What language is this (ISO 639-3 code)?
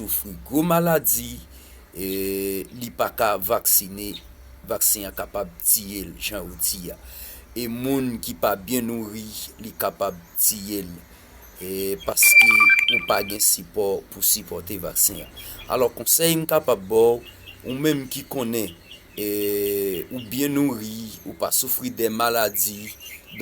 hat